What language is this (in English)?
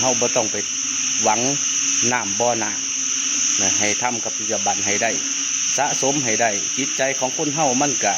Northeastern Thai